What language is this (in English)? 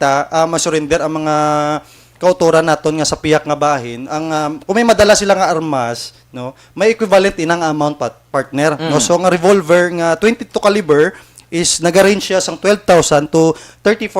Hiligaynon